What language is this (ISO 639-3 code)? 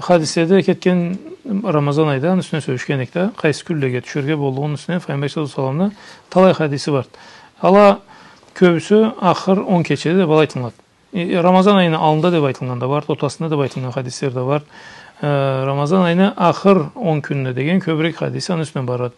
krc